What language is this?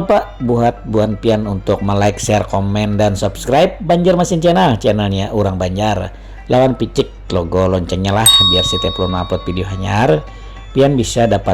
Banjar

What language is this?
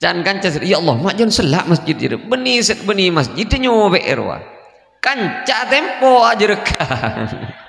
Madurese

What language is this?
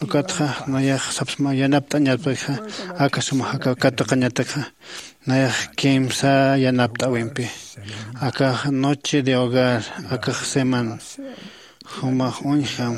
Aymara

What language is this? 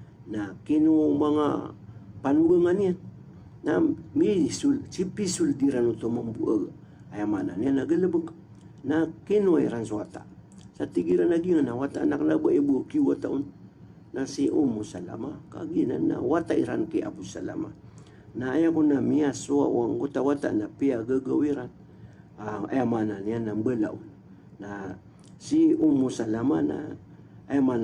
Maranao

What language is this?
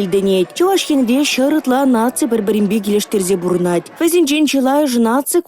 Chuvash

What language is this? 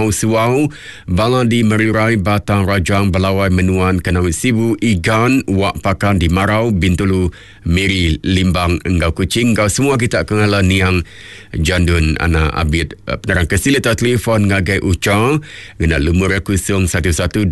Iban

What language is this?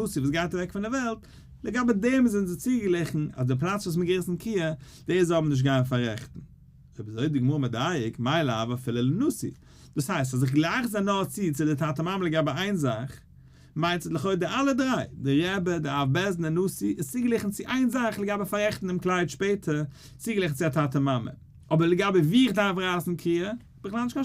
Yiddish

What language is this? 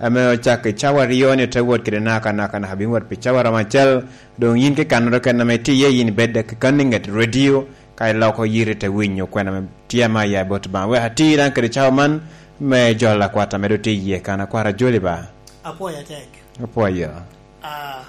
Lango (Uganda)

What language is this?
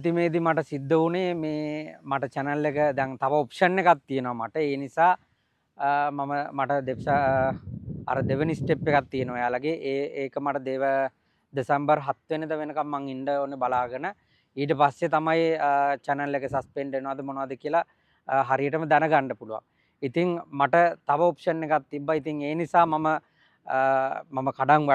Sinhala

